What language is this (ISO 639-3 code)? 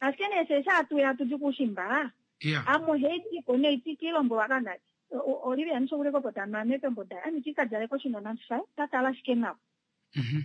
kua